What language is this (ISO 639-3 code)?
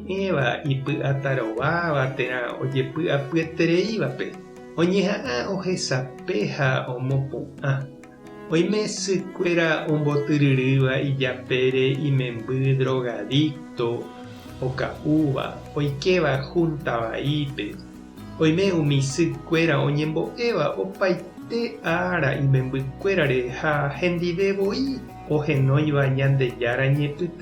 grn